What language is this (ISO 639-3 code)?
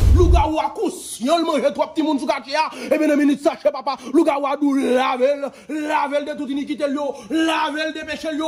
hat